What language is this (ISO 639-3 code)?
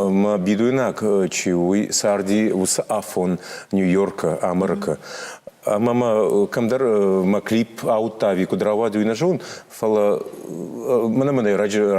oss